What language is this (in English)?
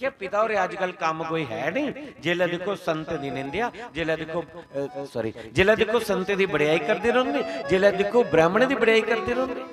Dogri